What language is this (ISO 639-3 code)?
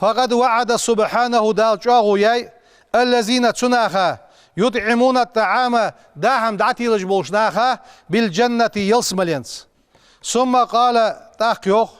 inh